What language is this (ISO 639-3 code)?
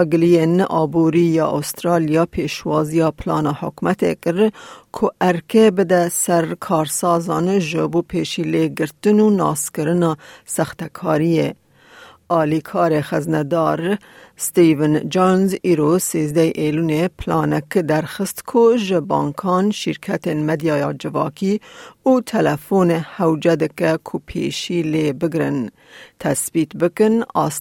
kur